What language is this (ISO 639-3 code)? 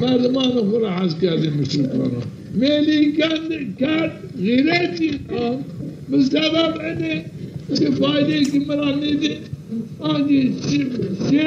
zza